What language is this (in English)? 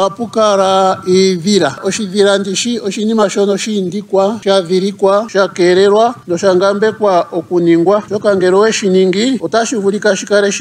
Ndonga